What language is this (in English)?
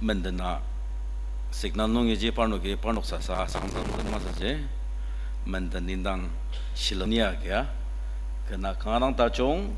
Ao Naga